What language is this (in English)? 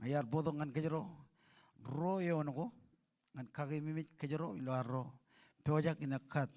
Marshallese